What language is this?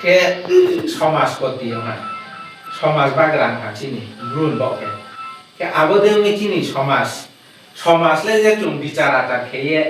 Riang (India)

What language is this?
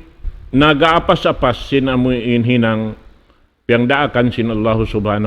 Tausug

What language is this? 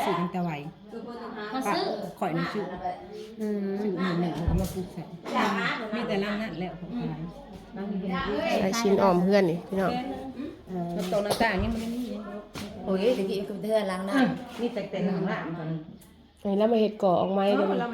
Northeastern Thai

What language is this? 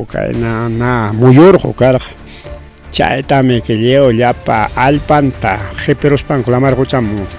Ayacucho Quechua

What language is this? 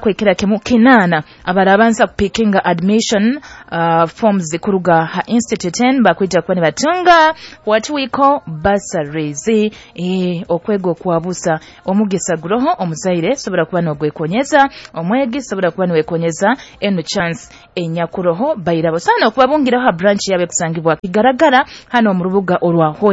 Nyoro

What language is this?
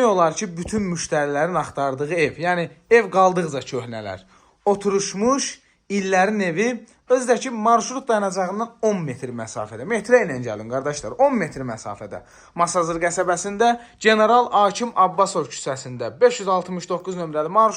Azerbaijani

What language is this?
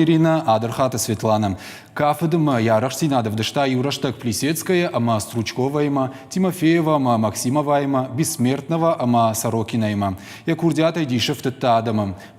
Ossetic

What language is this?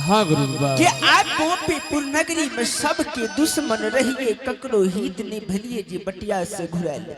Angika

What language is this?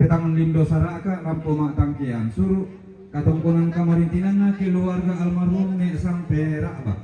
Toraja-Sa'dan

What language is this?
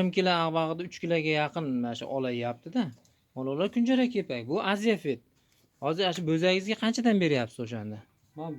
Uzbek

